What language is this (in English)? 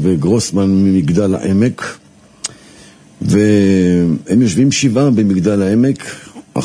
Hebrew